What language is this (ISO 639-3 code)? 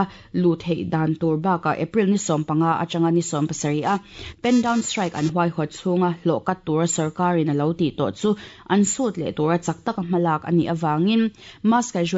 lus